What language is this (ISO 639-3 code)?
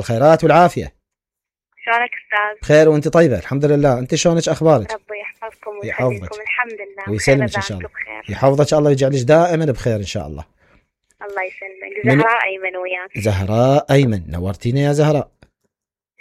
acm